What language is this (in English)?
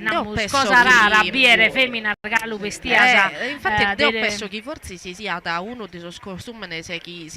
Sardinian